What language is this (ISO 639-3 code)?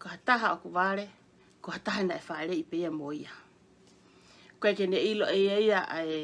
ton